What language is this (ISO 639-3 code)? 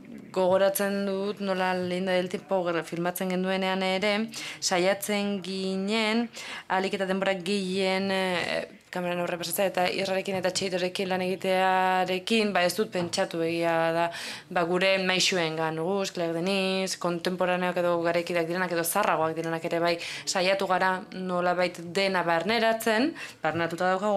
eus